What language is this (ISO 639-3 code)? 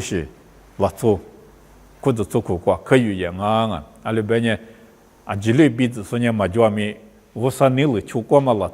lis